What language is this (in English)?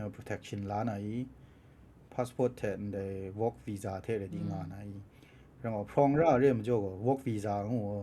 Kachin